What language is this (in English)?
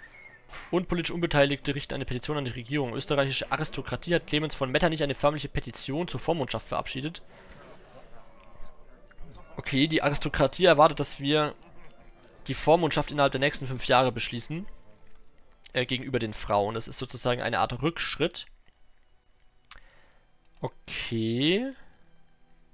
German